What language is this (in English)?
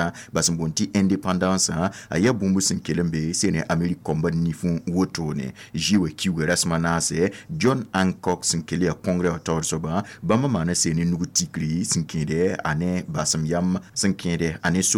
Mossi